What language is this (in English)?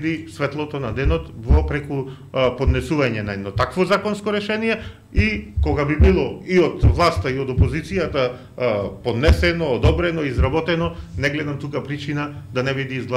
Macedonian